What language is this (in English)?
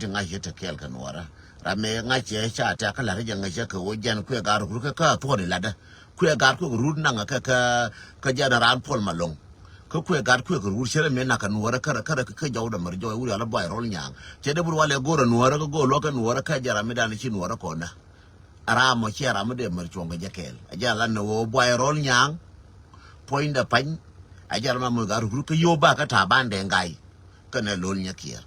Nuer